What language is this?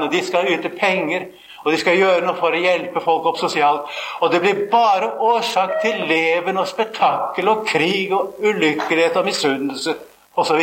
Norwegian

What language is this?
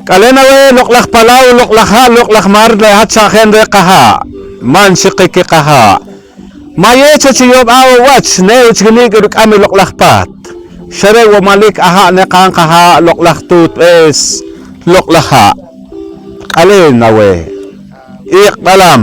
Poqomchi'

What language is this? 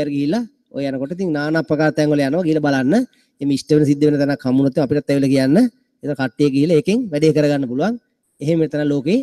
Sinhala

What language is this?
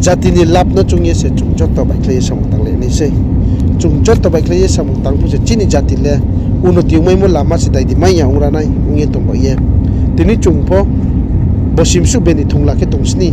Riang (India)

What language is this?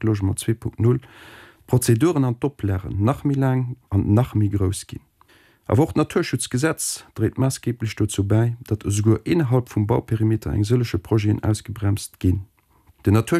Luxembourgish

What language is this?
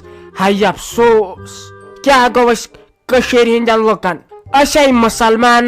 Kashmiri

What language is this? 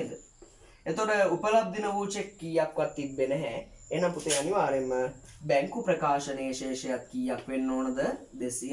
Sinhala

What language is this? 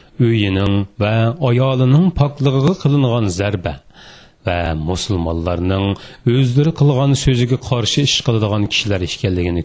Uyghur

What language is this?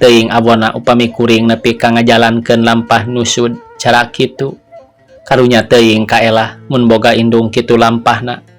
Sundanese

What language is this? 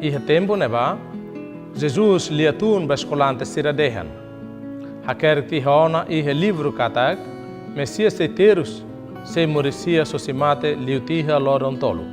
Tetum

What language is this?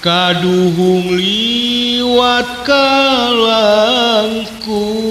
Sundanese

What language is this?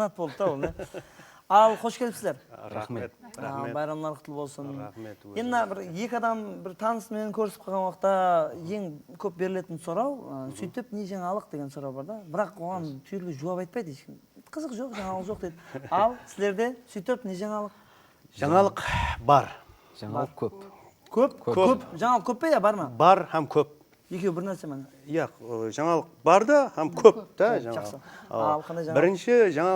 Kara-Kalpak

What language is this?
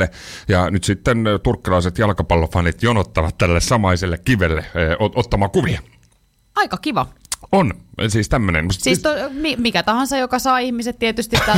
Finnish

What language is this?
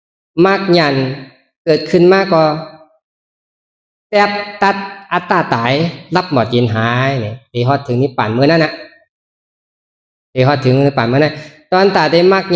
Shan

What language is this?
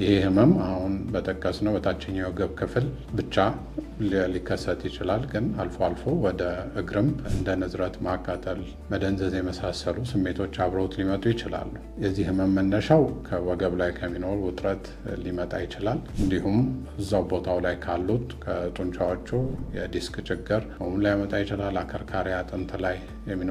Amharic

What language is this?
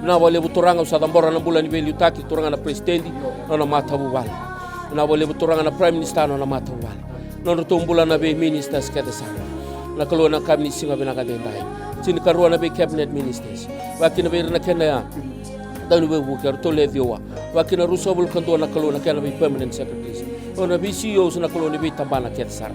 Fijian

